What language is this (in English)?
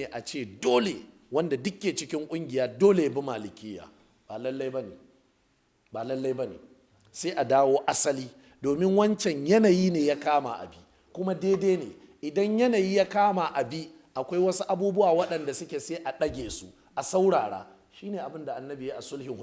Hausa